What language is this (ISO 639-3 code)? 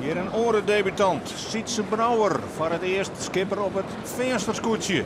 fry